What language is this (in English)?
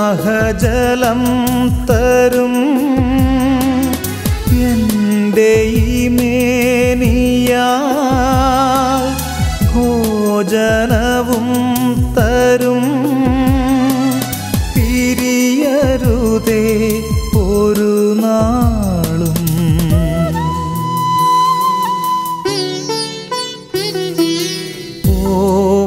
Malayalam